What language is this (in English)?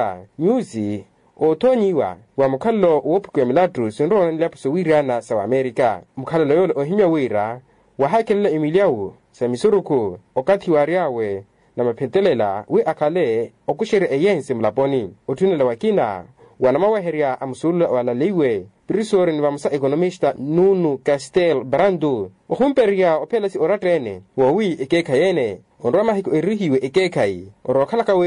Makhuwa